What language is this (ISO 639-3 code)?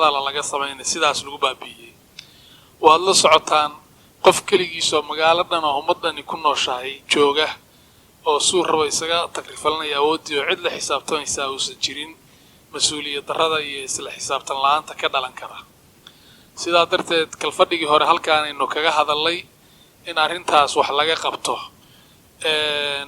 som